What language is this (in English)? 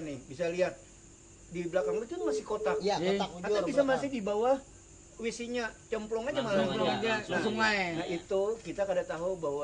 Banjar